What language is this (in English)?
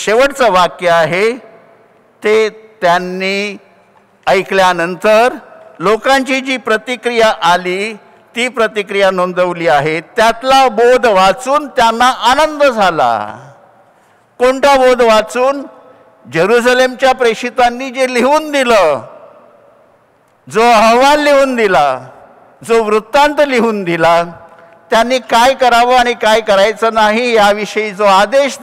Marathi